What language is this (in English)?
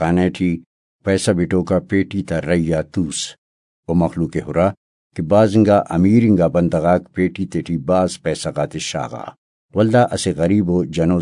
Brahui